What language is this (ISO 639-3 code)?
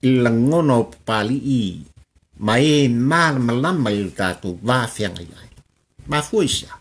smo